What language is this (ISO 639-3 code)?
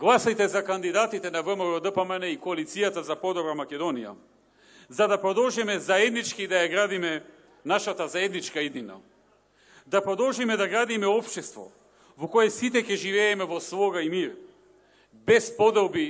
mkd